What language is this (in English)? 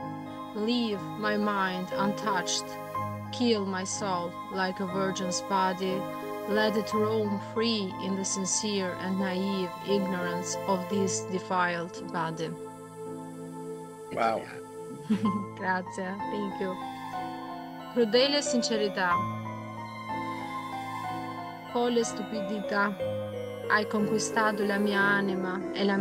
Italian